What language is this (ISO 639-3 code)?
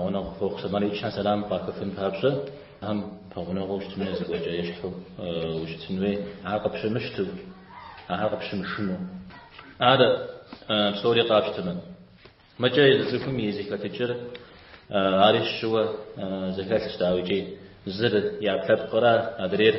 kbd